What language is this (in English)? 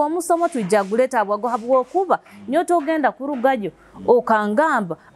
Nyoro